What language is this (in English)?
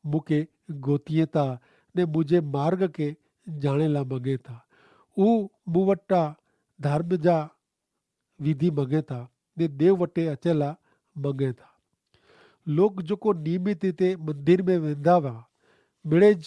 Kachhi